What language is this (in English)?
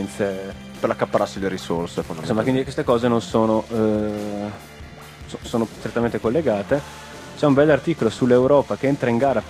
Italian